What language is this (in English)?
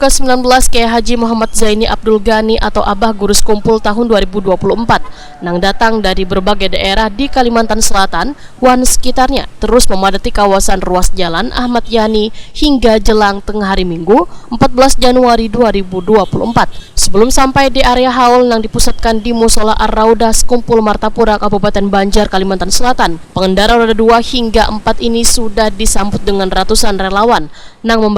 Banjar